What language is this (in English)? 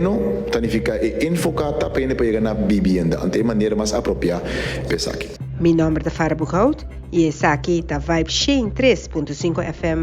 Papiamento